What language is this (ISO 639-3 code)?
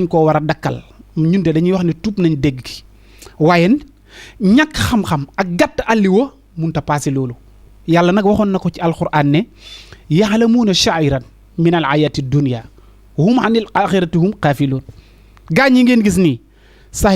wol